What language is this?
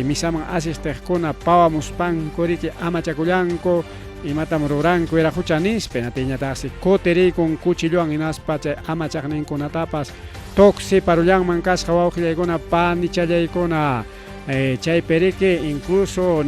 Ayacucho Quechua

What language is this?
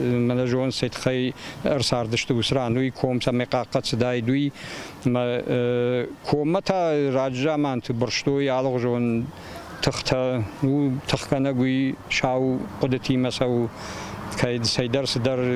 Ossetic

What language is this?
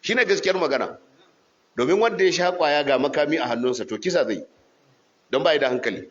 Hausa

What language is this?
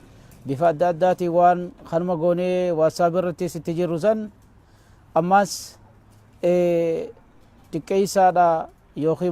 Oromo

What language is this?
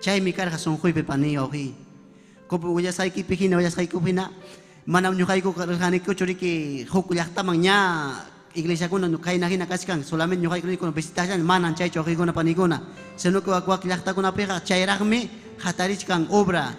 Ayacucho Quechua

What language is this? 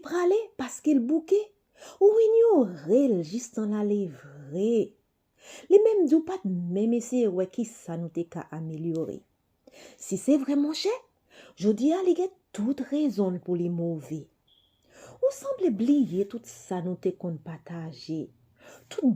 Haitian Creole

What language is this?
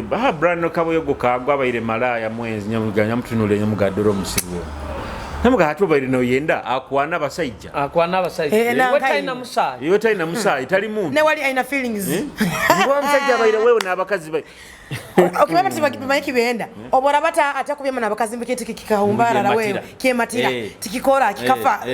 Nyoro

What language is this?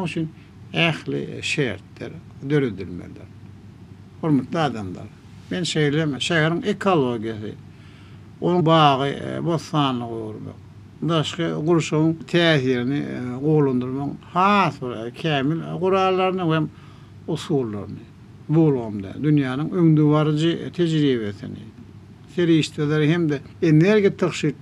Turkmen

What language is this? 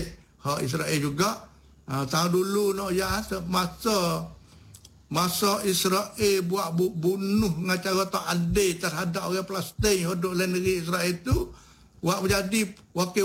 Malay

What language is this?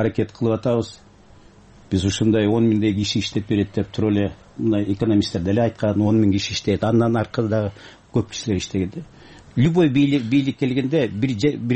Kyrgyz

